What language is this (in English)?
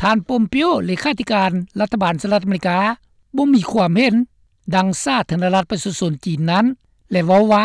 Lao